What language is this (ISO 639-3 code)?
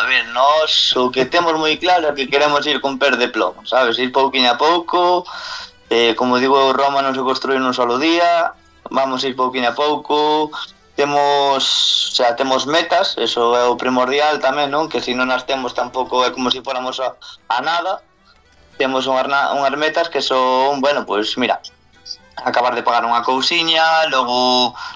glg